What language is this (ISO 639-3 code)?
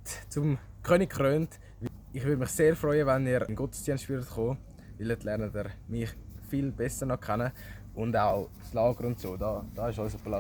gsw